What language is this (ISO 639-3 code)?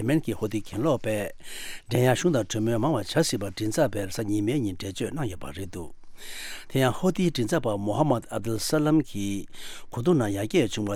bod